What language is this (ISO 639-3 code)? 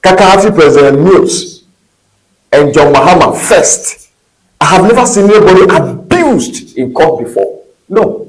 ewe